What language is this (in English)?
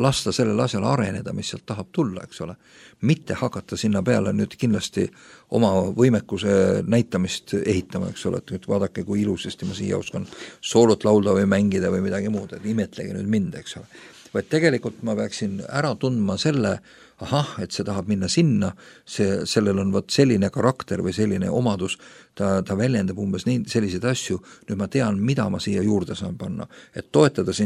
Estonian